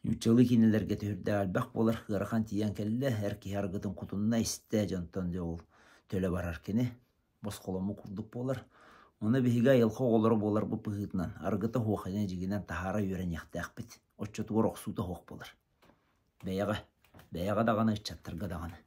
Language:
Yakut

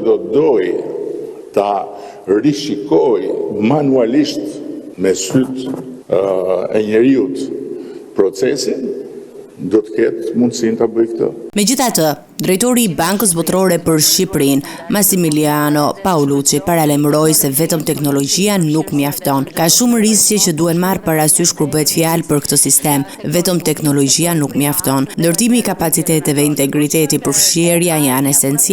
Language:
Albanian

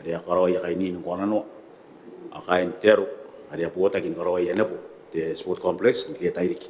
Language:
Gilbertese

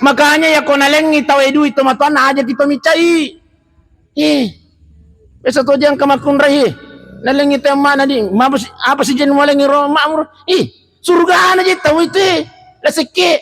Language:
Buginese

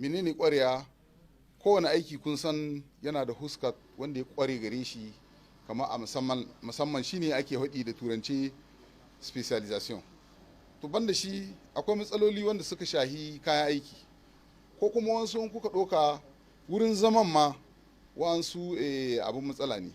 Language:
Hausa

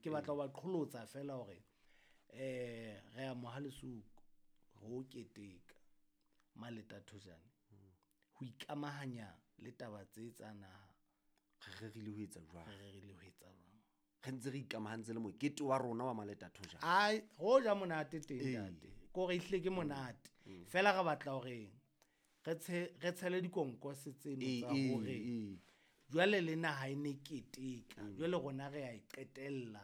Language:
Southern Sotho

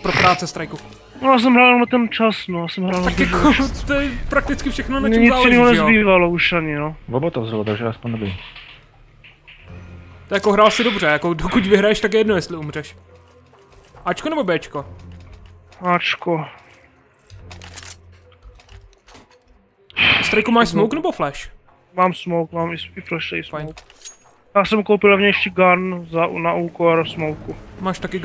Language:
Czech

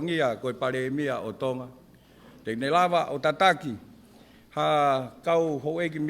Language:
Tongan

